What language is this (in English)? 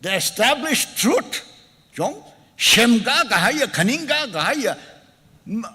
Tangkhul Naga (India)